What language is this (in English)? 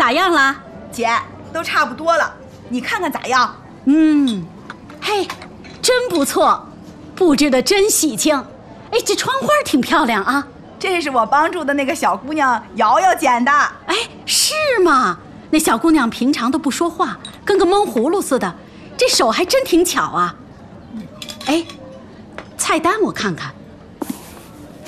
Chinese